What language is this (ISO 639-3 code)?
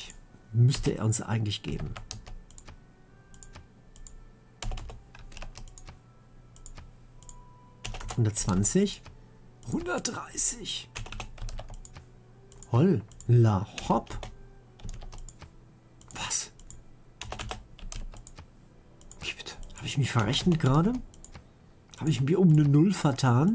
deu